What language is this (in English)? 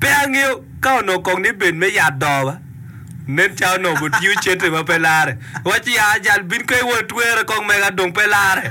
Acoli